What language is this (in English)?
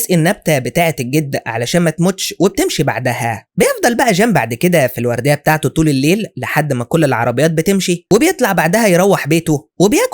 Egyptian Arabic